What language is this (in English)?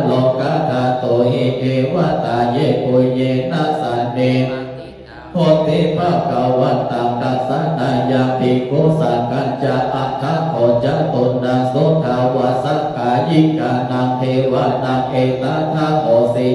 Pali